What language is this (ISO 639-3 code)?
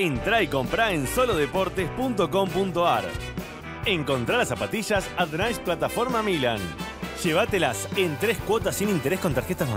spa